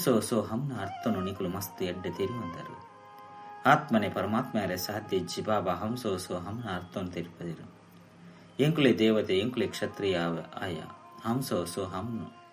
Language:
Tulu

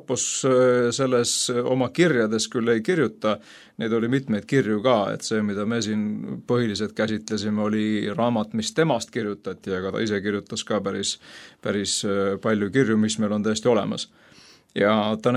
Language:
Estonian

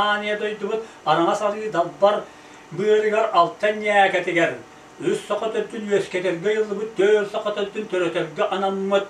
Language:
Yakut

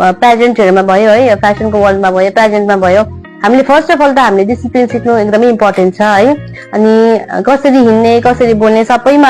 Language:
Nepali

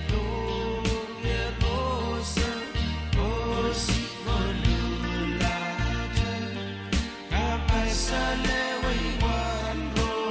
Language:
Pohnpeian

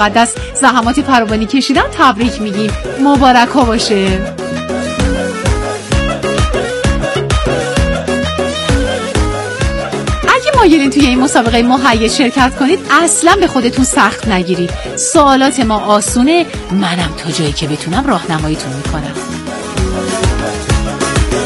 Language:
Persian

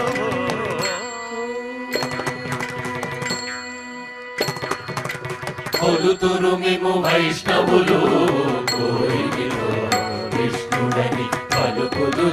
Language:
Telugu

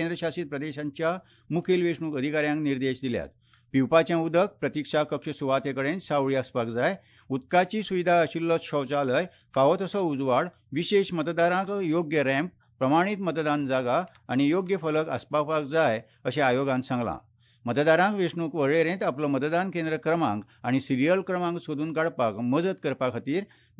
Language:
Konkani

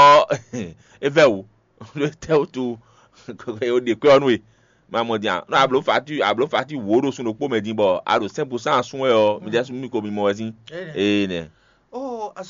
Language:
Fon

